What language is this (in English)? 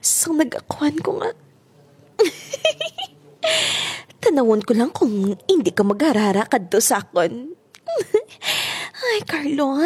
Hiligaynon